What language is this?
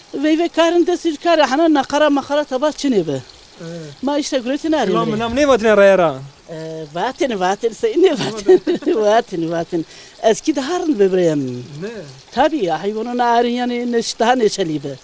Zaza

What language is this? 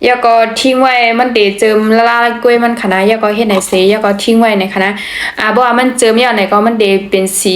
Shan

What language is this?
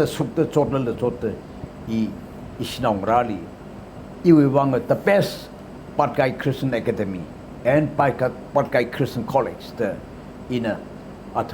Tangkhul Naga (India)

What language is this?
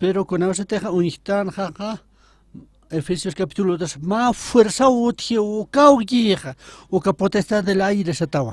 Aymara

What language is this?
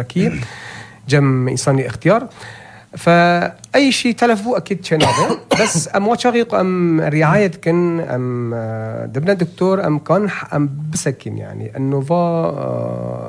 North Levantine Arabic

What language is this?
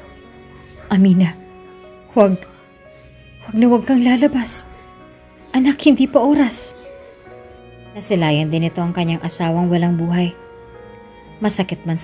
Filipino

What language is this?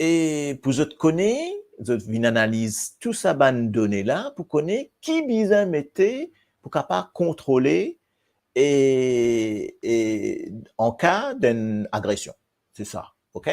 Morisyen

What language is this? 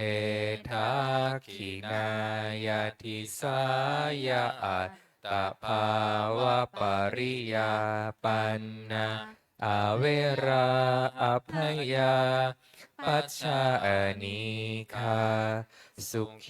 Pali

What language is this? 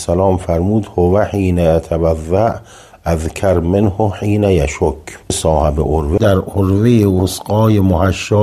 Persian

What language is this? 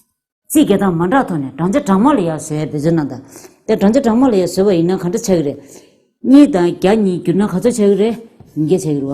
Tibetan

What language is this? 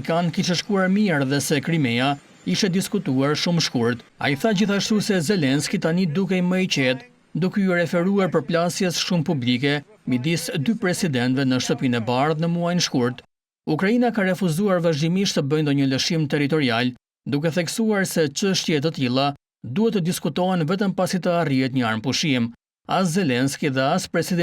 Albanian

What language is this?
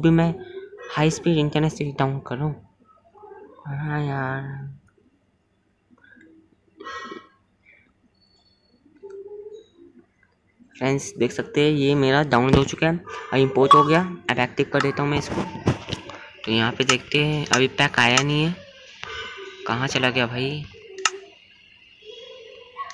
Hindi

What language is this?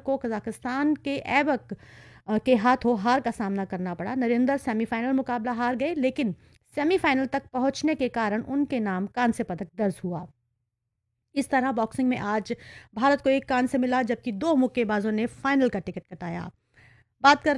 Hindi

